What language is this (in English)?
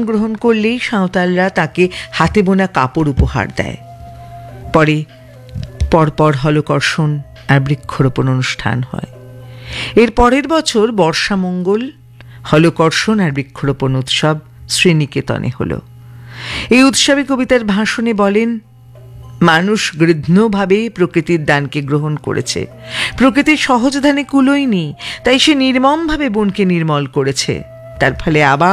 Bangla